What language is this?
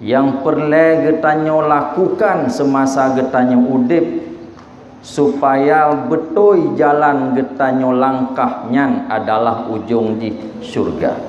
Achinese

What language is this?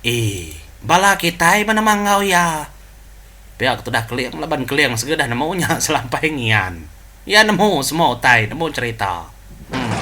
Iban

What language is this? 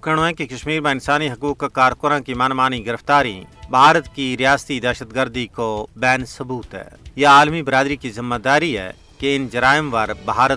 Gujari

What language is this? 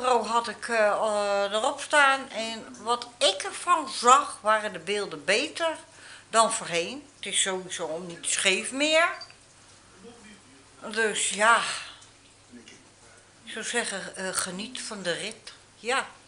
Dutch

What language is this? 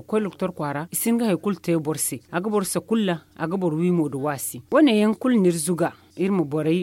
Zarma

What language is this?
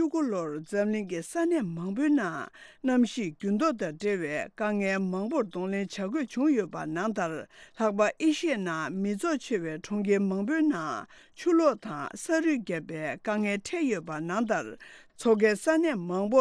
Tibetan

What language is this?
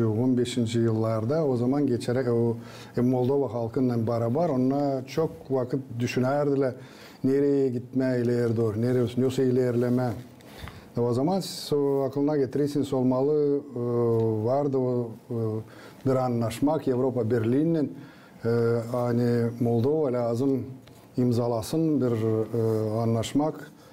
Gagauz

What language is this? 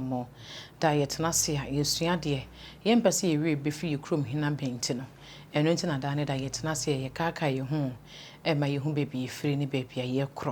Akan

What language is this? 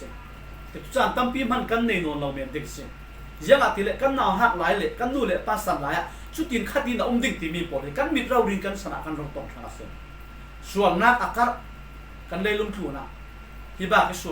Falam Chin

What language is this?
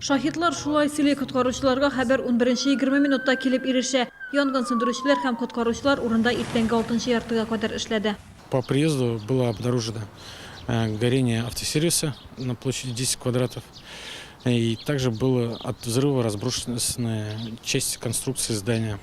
Tatar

